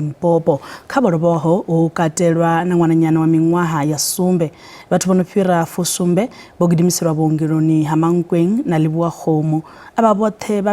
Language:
Venda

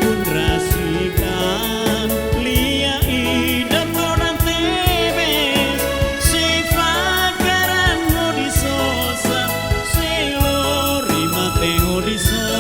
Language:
Tetum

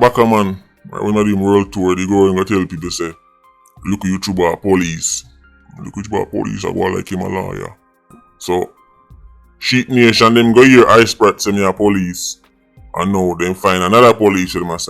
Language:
Jamaican Creole English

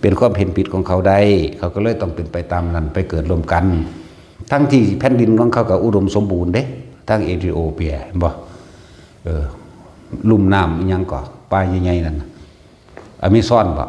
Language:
Northeastern Thai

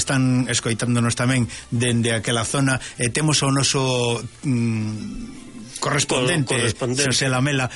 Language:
Galician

